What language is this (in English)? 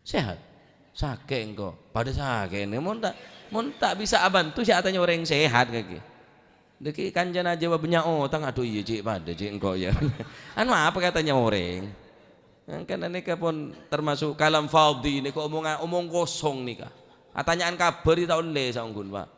Madurese